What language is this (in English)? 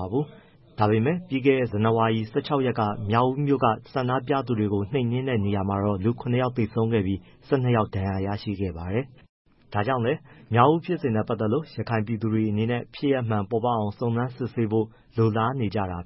Burmese